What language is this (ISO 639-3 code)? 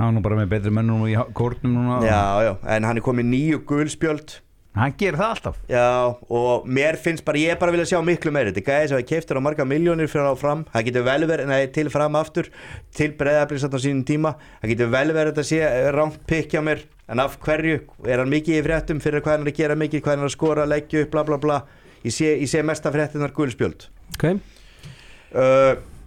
isl